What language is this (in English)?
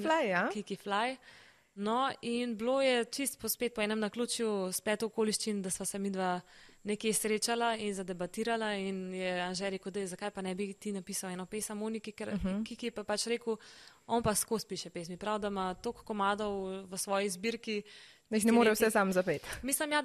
Slovenian